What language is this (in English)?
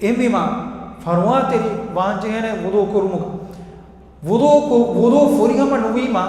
Divehi